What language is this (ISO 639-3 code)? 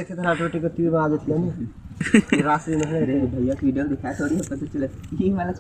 hne